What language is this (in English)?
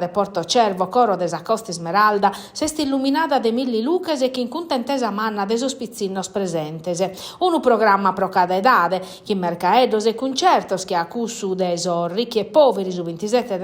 Sardinian